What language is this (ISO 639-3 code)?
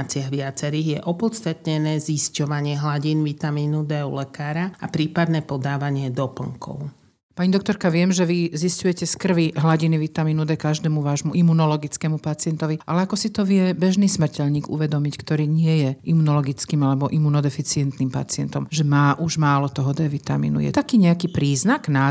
slk